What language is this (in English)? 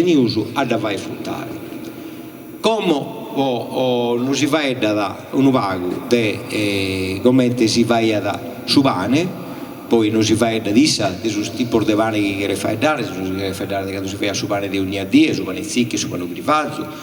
Sardinian